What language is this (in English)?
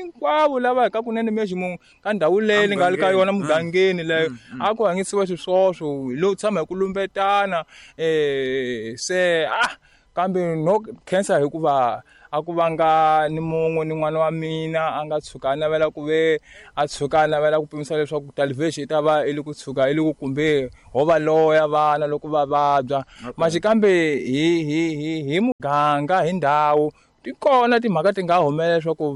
Tsonga